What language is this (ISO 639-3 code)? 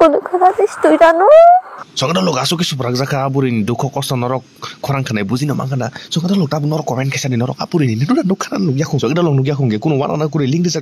trp